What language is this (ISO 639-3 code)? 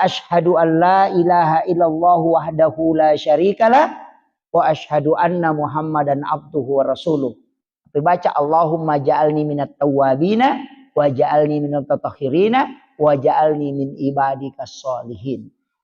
bug